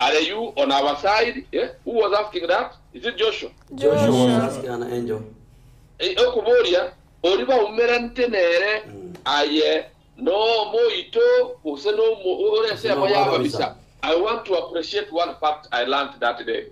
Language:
Gusii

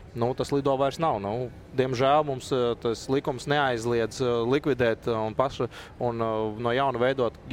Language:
Latvian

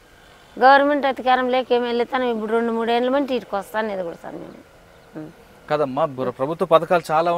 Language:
Telugu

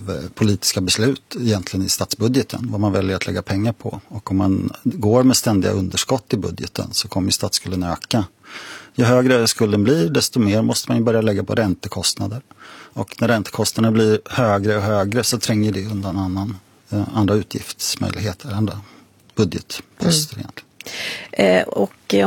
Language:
Swedish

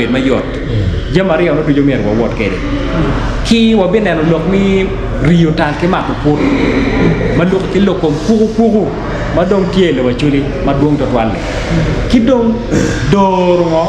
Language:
Acoli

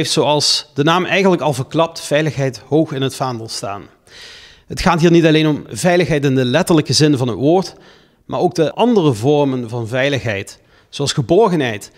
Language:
Dutch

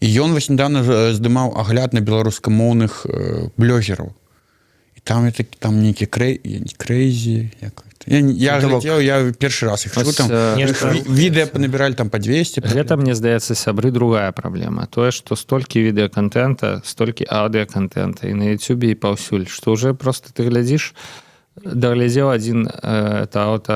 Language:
Belarusian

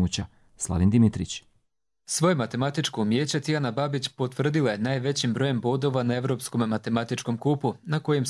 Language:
Croatian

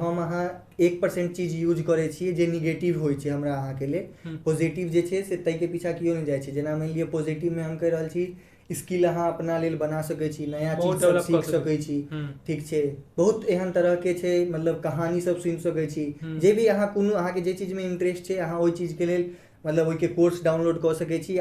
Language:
Maithili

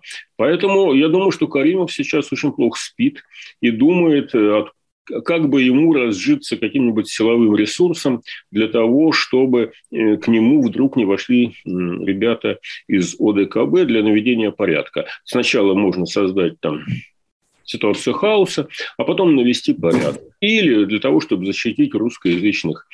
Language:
Russian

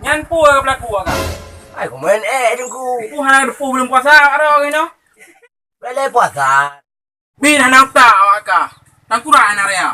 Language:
Achinese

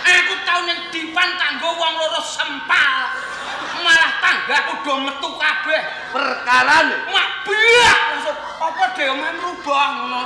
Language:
Javanese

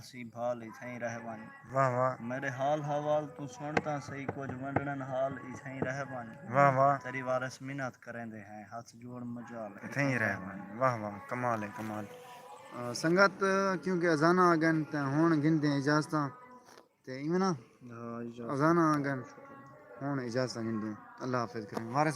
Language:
Saraiki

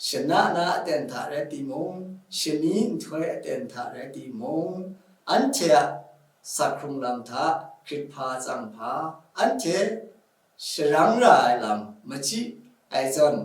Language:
Kachin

